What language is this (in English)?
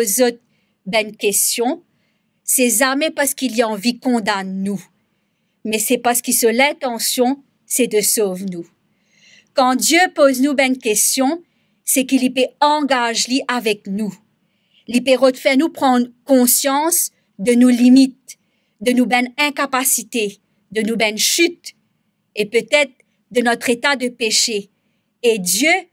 Morisyen